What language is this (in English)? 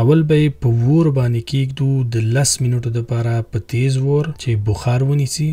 Pashto